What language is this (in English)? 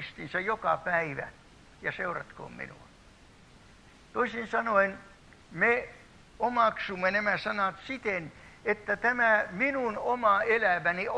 Finnish